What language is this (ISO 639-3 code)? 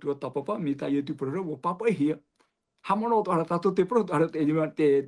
tah